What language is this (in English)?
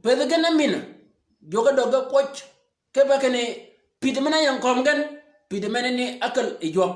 Shilluk